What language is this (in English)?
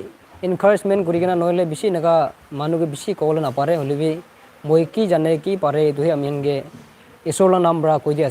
Naga Pidgin